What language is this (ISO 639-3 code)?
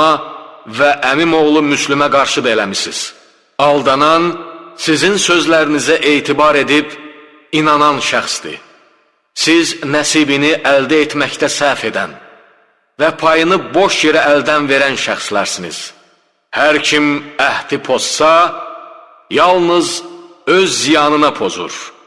aze